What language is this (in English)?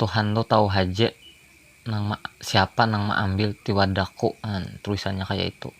Banjar